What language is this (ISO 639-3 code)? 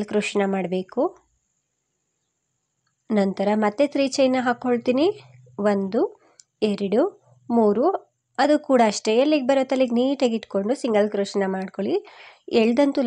kan